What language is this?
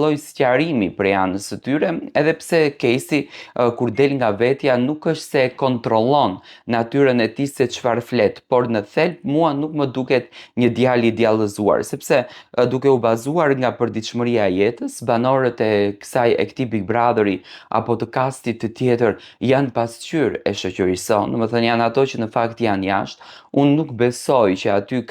Albanian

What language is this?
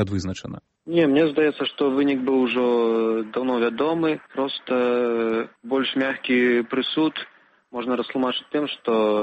Belarusian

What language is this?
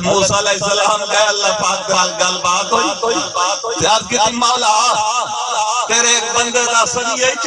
Saraiki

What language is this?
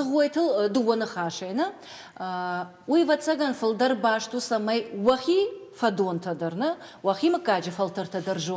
Ossetic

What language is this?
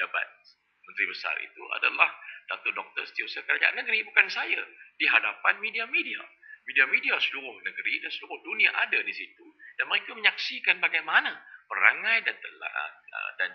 Malay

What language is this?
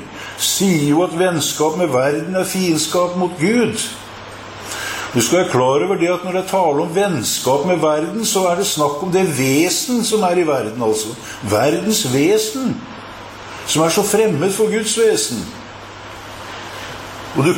Norwegian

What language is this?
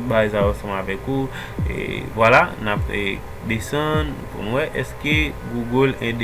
Haitian Creole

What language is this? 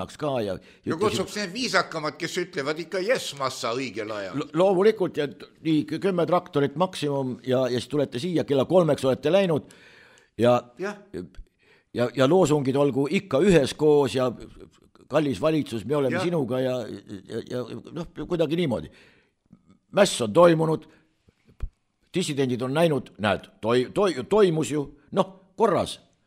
Estonian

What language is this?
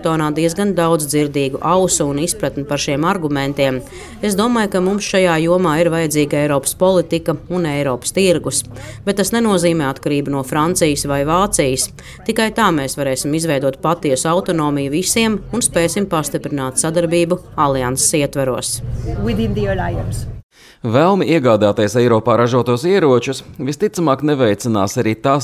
Latvian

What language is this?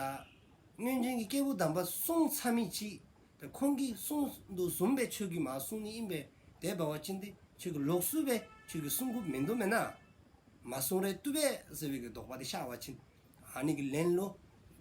Dzongkha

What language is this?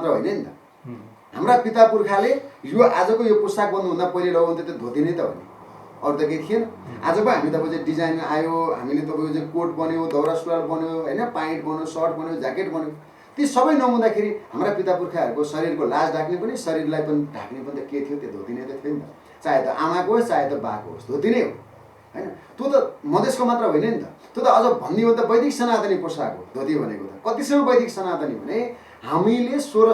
Nepali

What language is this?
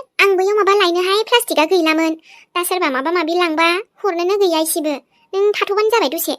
Bodo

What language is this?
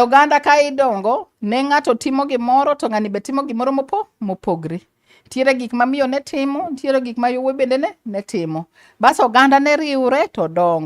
Luo (Kenya and Tanzania)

